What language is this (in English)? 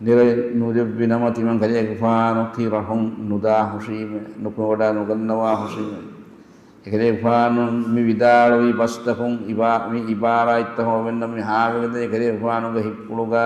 Divehi